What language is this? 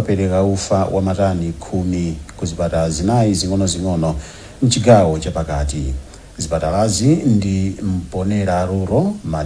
Nyanja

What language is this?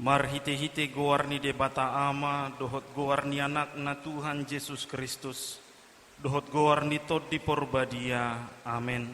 Batak Toba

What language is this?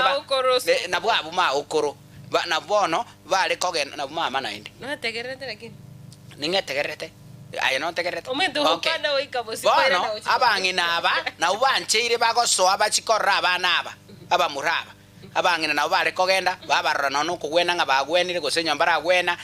Gusii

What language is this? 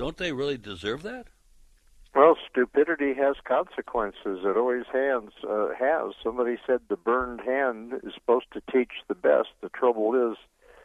English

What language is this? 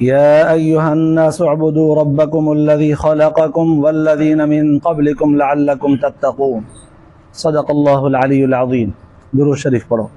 Sindhi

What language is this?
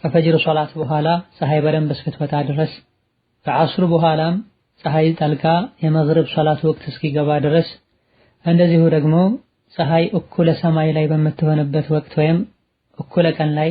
Amharic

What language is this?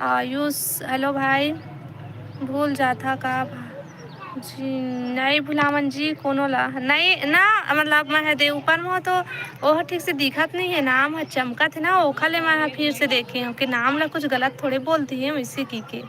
Chhattisgarhi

